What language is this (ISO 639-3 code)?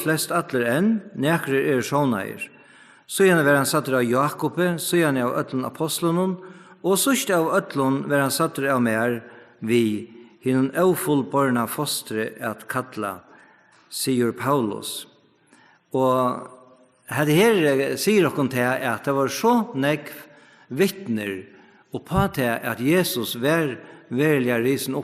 fao